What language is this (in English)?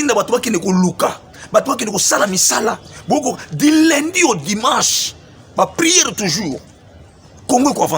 Lingala